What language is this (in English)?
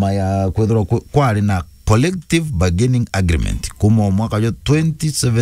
Meru